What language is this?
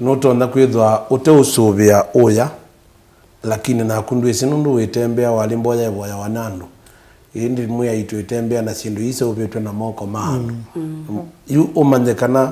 Kamba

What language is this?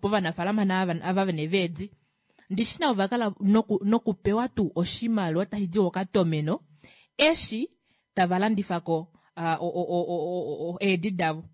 Kuanyama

